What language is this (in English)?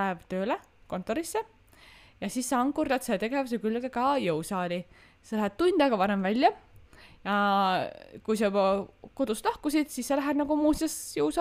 Estonian